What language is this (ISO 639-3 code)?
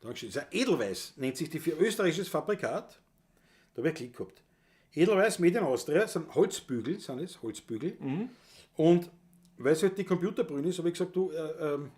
bar